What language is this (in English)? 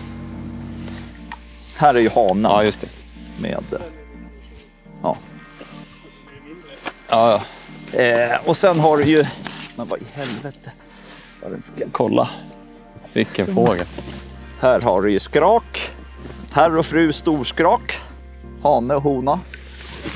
Swedish